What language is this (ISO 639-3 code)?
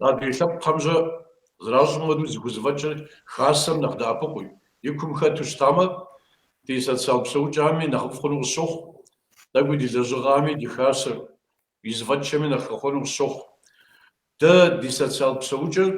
kbd